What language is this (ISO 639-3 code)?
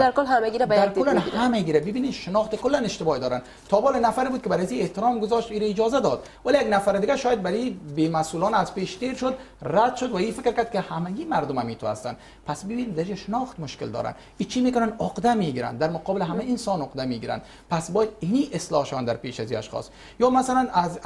fas